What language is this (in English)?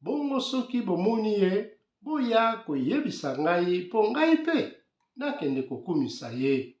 Lingala